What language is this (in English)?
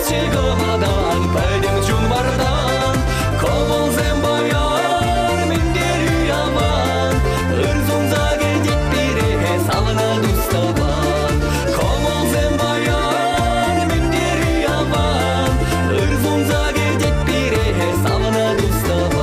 Chuvash